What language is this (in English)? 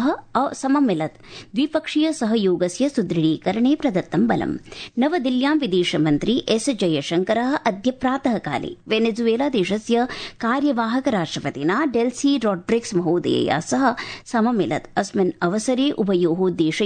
Sanskrit